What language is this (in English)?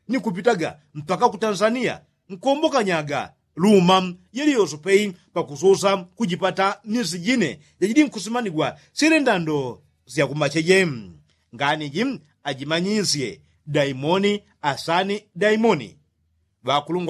Yao